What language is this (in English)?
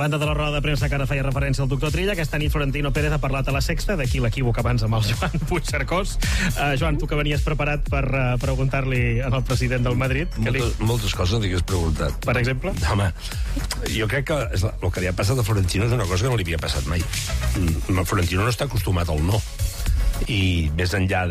Catalan